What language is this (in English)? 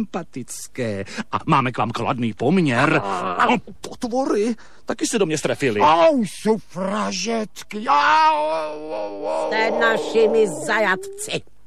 Czech